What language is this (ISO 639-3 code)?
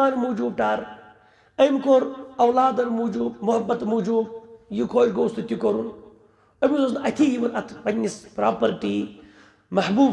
kas